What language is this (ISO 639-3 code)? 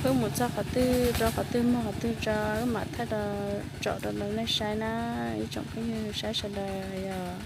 hmn